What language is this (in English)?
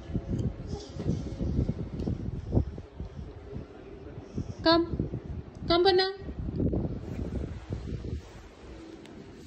Malayalam